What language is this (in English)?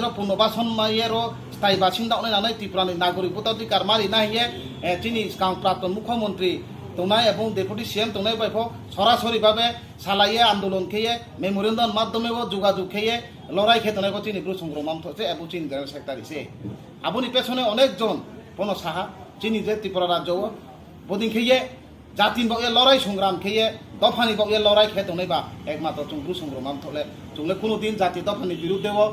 Riang (India)